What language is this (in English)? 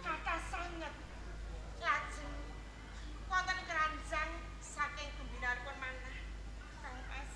Javanese